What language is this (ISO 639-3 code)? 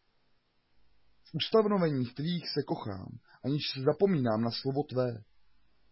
ces